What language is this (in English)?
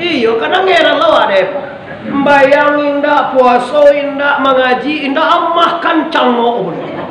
Minangkabau